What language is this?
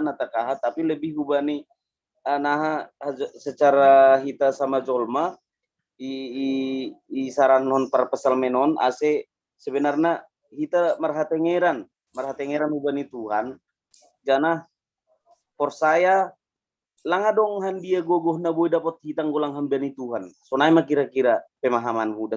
Batak Simalungun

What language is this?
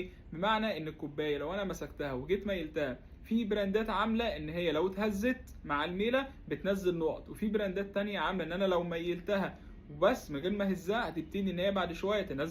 Egyptian Arabic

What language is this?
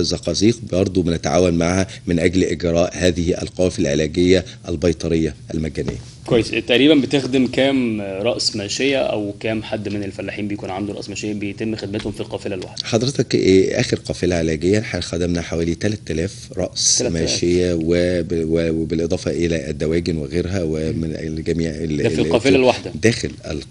Egyptian Arabic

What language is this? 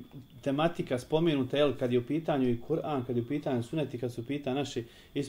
Bosnian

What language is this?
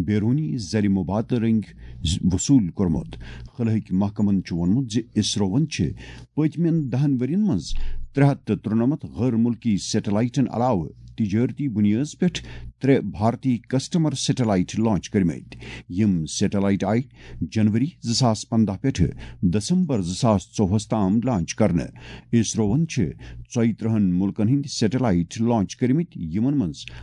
Kashmiri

